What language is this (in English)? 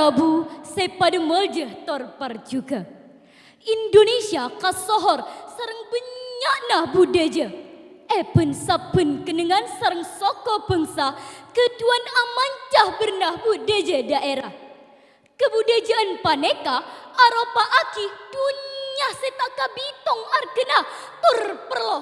Madurese